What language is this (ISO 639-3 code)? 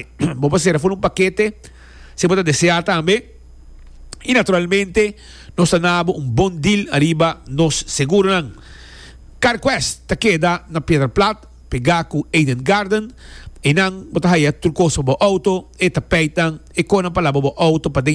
pap